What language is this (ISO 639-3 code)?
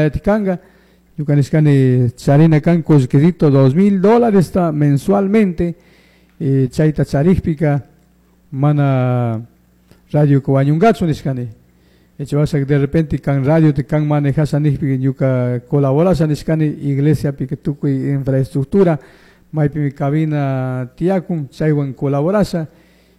qug